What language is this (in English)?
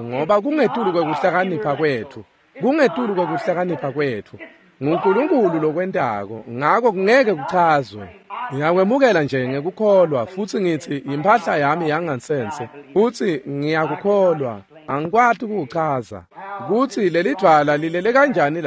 Swati